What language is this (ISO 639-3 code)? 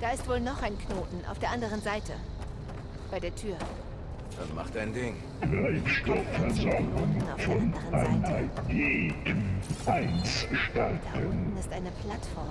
bar